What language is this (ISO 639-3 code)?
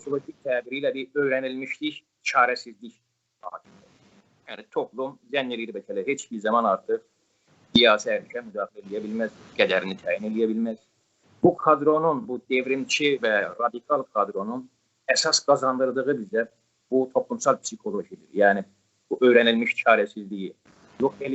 azb